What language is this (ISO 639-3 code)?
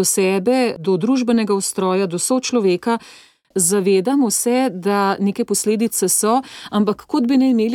slv